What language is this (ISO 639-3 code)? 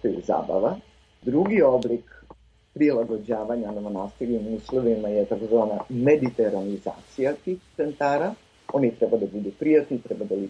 srp